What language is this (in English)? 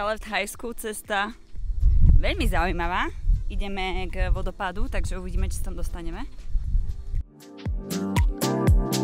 Slovak